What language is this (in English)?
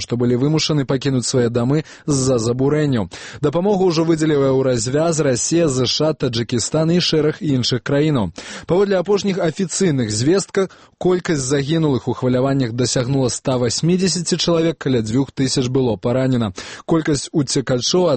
Belarusian